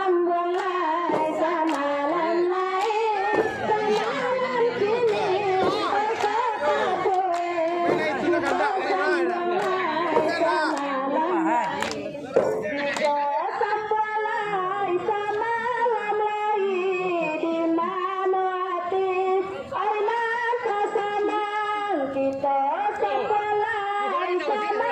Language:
Minangkabau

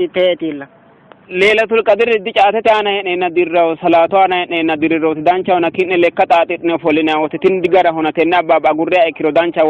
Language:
Sidamo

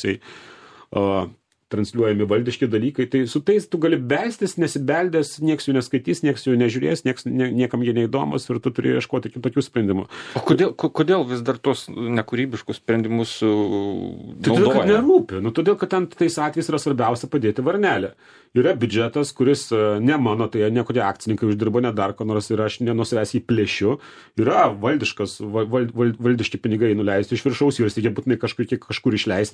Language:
Lithuanian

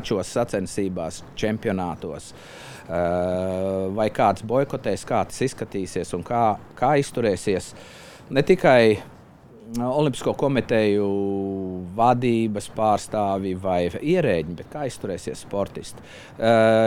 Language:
Latvian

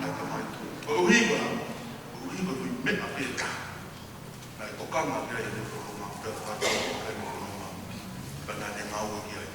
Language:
Tongan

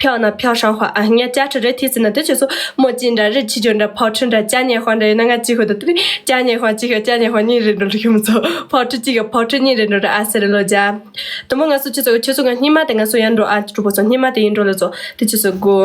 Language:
Tibetan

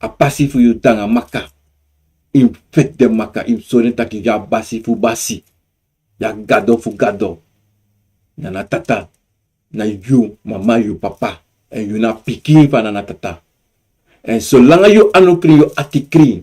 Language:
Sranan Tongo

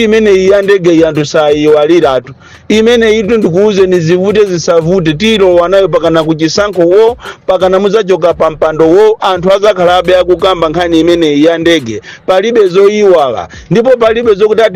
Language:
Nyanja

